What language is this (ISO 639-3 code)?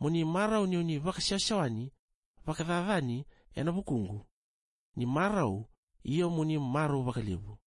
fij